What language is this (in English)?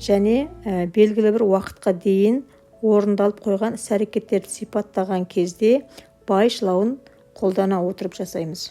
Kazakh